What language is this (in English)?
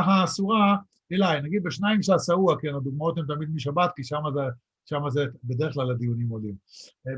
Hebrew